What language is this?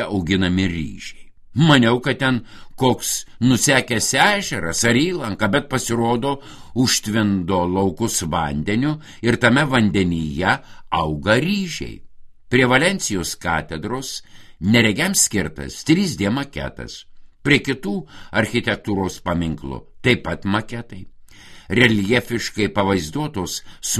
Lithuanian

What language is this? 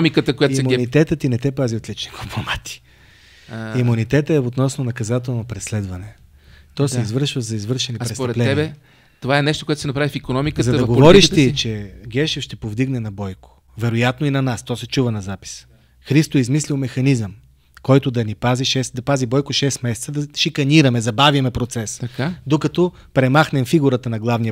Bulgarian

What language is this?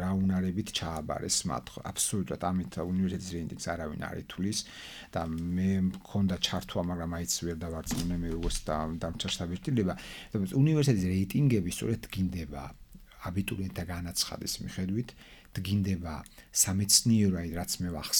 Georgian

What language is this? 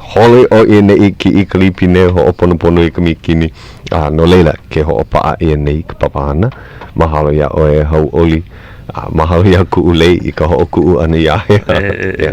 Hawaiian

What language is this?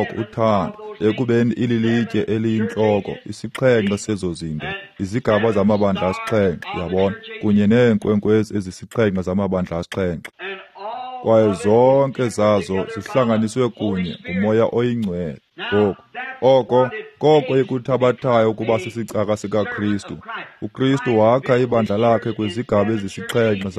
Xhosa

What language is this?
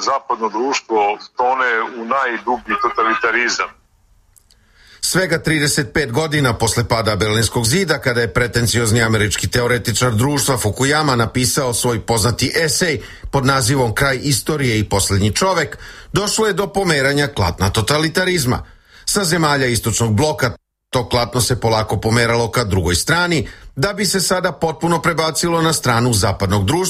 Serbian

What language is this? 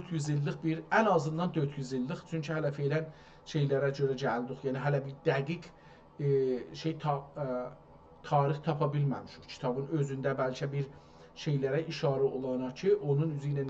South Azerbaijani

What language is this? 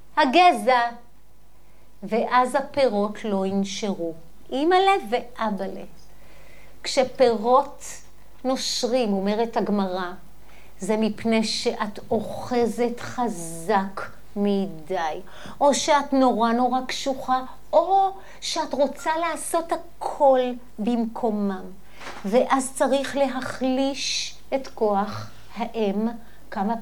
Hebrew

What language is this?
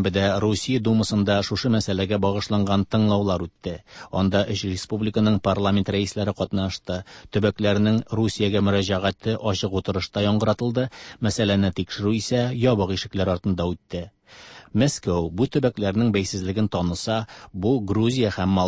Tatar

